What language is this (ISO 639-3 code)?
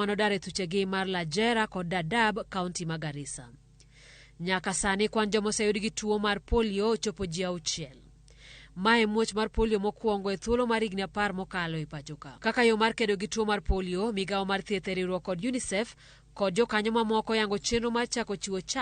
luo